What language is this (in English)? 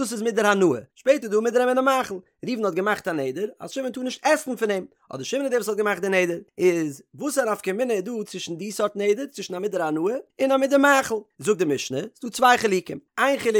Yiddish